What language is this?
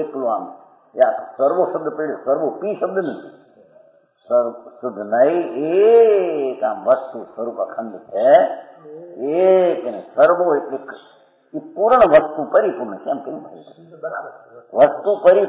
Gujarati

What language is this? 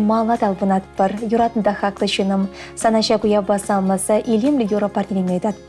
Chuvash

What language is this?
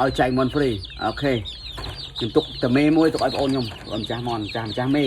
Khmer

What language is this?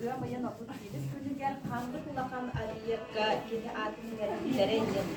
Yakut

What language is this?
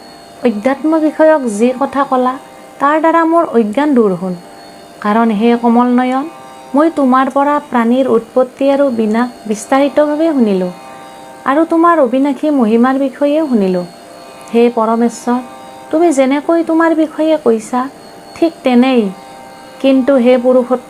Assamese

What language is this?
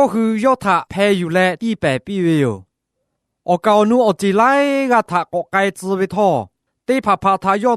Lahu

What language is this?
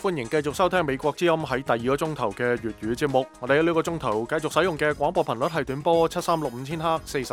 Cantonese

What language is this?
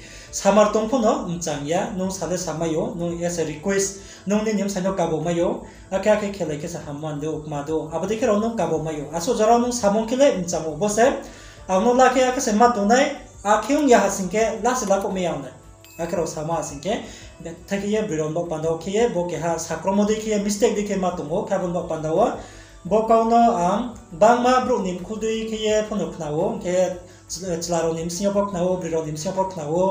Riang (India)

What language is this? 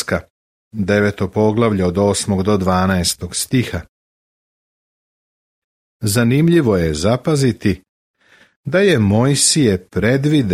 Serbian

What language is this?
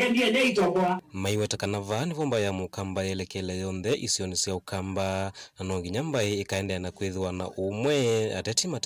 Kamba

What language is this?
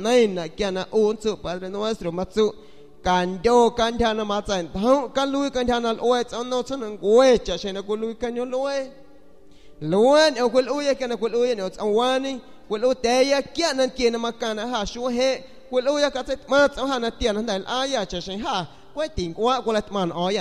San Pedro Amuzgos Amuzgo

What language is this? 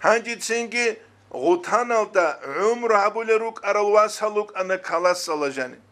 Avaric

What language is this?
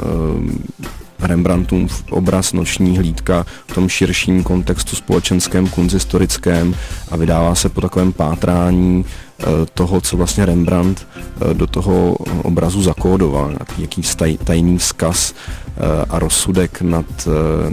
Czech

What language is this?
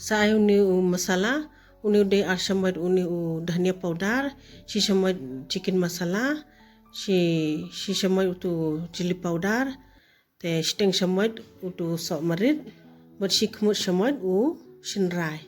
Khasi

